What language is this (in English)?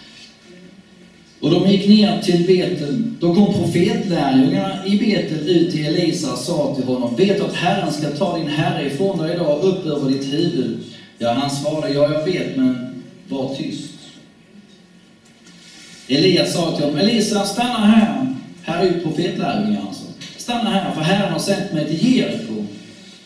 Swedish